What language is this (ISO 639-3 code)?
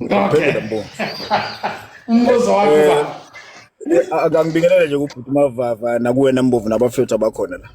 zul